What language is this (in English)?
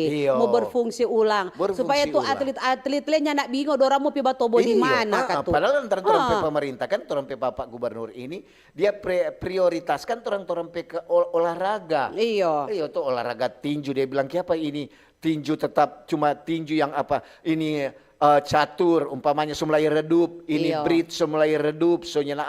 Manado Malay